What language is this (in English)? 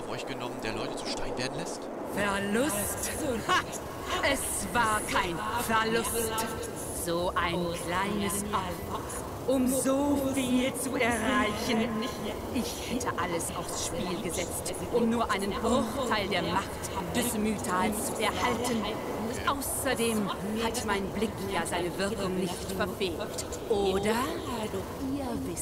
German